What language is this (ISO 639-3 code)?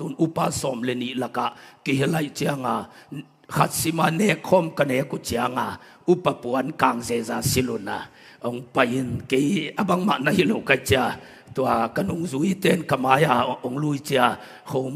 ctd